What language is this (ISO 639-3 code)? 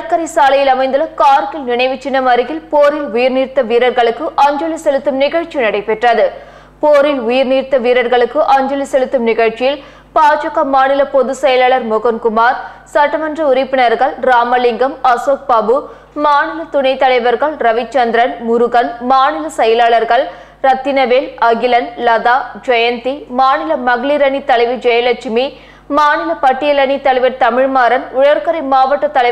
tam